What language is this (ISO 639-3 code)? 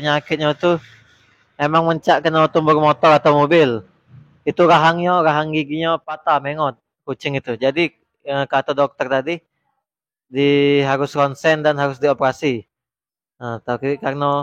mui